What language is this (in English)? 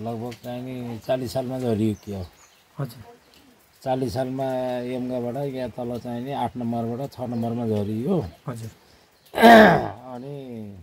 Nepali